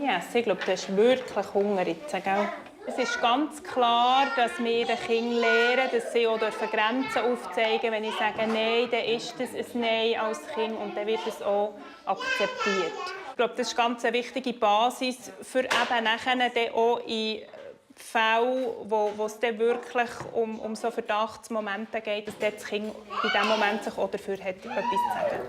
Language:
Swiss German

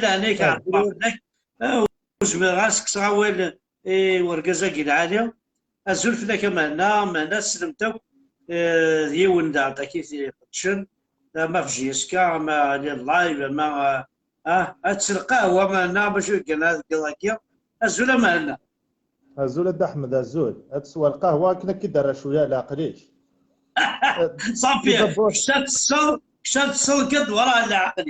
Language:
Kabyle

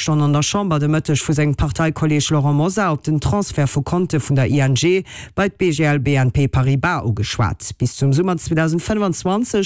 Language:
Luxembourgish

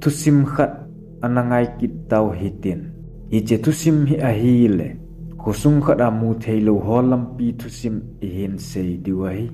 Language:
Thado Chin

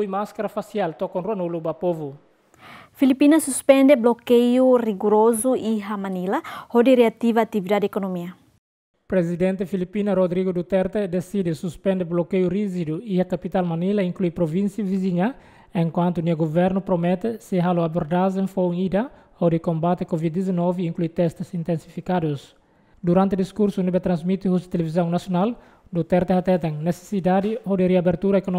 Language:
Tetum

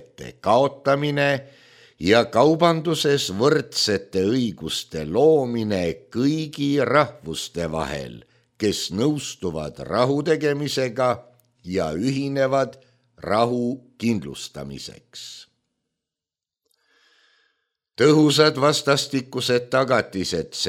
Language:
Estonian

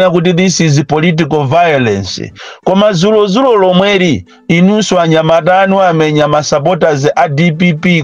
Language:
Nyanja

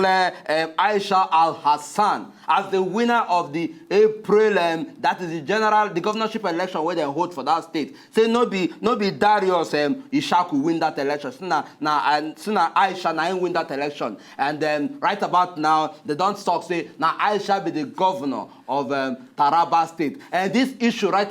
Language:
Nigerian Pidgin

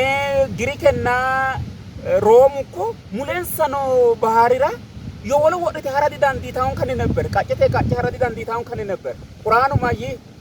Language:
Sidamo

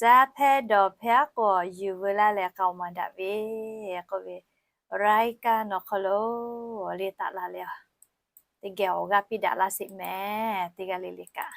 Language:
Lahu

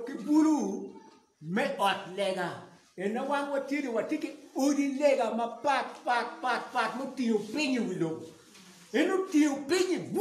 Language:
Acoli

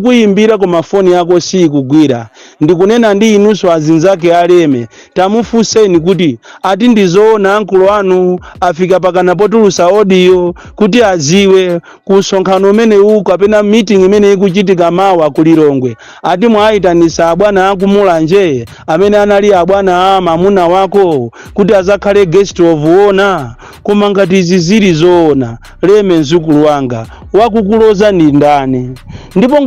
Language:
Nyanja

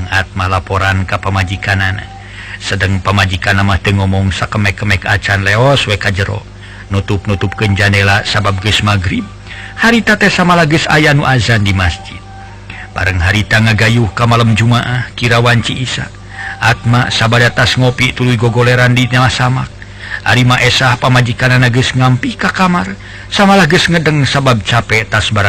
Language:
Sundanese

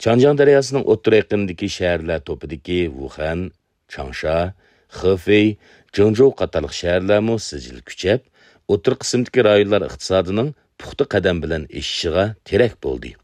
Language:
Uyghur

